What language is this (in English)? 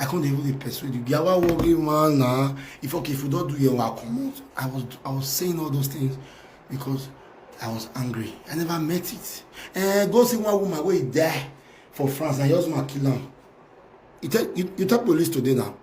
Nigerian Pidgin